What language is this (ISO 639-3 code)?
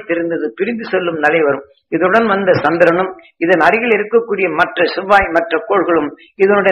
tam